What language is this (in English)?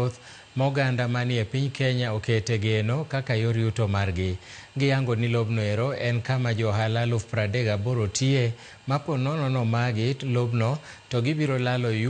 Luo (Kenya and Tanzania)